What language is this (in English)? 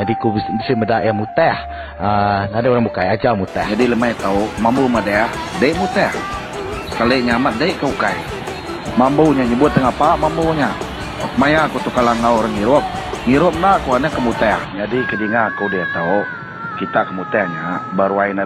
Iban